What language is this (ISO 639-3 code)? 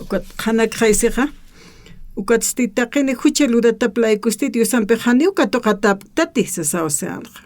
aym